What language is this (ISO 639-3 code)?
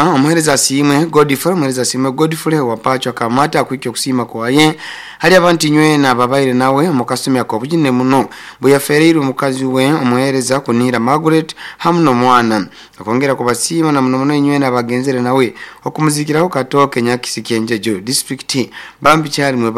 nyo